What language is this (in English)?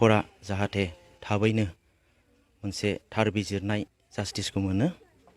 Bodo